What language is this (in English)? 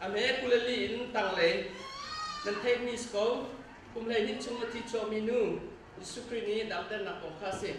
Hakha Chin